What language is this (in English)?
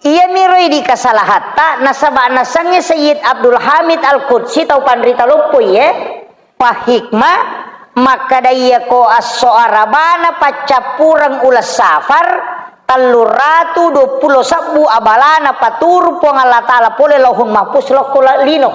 Buginese